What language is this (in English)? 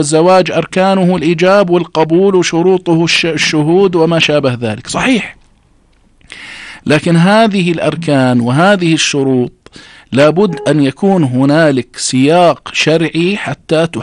Arabic